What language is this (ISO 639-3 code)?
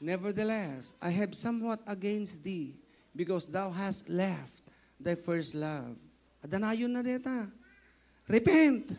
ilo